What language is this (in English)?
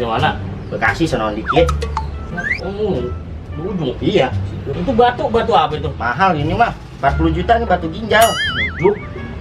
Betawi